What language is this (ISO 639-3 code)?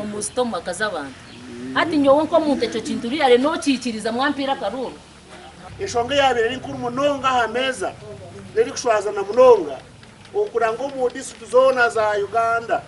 nyn